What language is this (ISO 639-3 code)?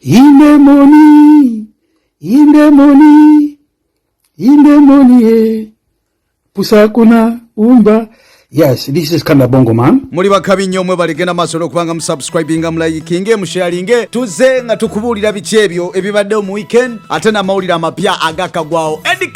lug